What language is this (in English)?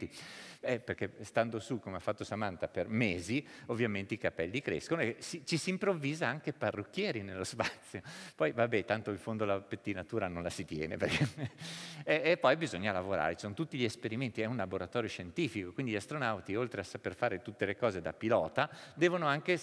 Italian